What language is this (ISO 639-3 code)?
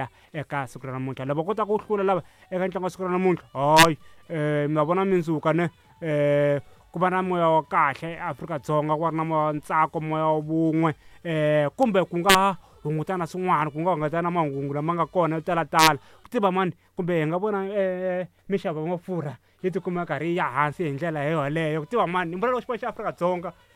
tso